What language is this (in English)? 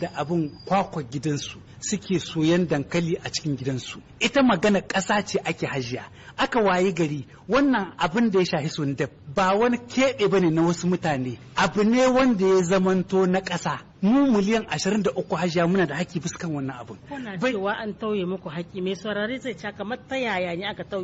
Hausa